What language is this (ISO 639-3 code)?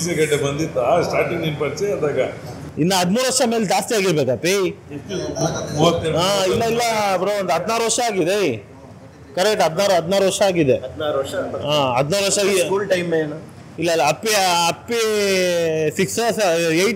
kan